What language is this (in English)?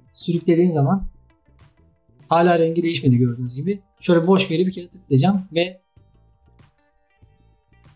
Turkish